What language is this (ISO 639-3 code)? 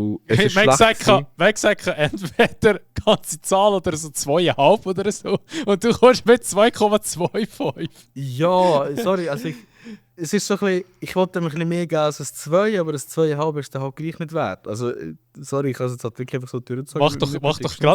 gsw